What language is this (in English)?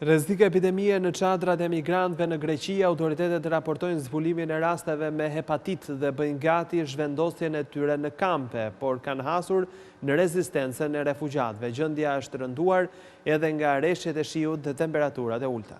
Albanian